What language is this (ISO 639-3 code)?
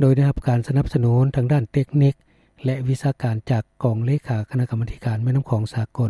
lao